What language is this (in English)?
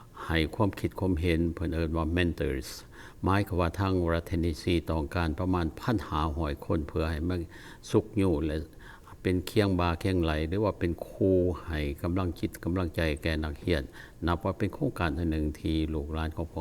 Lao